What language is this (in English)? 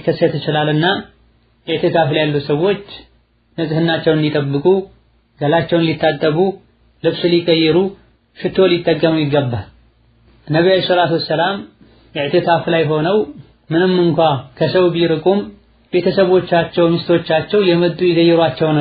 Amharic